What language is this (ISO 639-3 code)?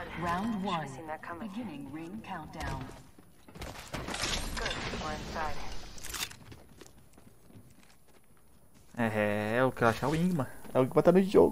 por